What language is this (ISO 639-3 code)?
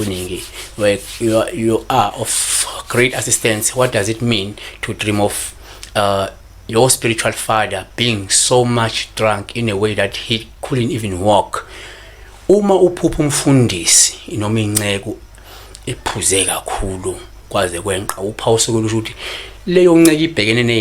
zul